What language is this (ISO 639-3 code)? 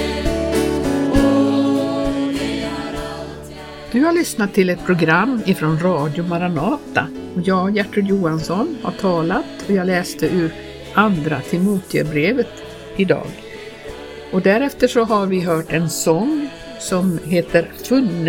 swe